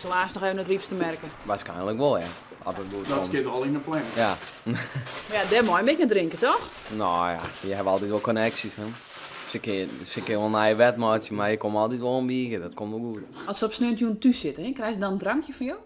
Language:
Western Frisian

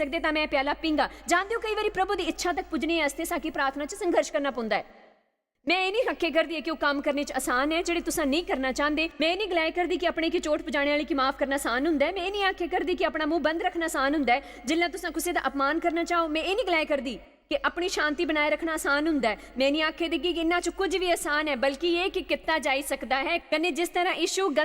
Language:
Dogri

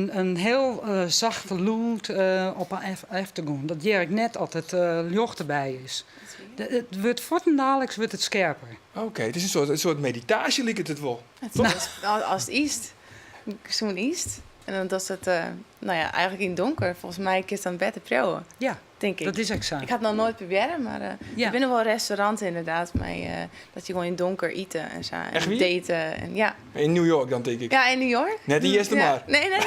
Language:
Western Frisian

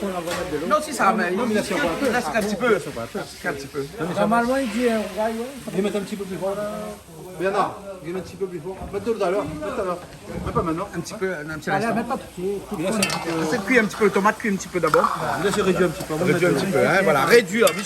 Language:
Réunion Creole French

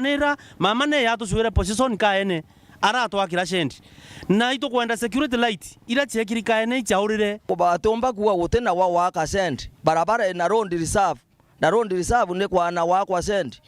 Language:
Meru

